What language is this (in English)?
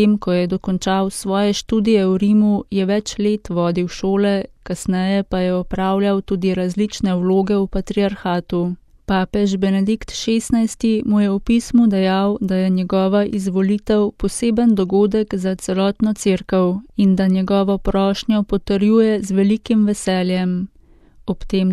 Slovenian